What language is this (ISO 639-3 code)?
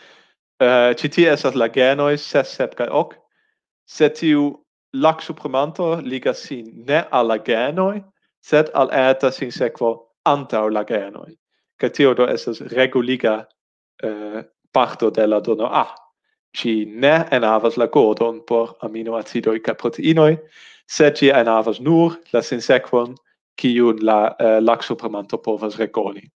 epo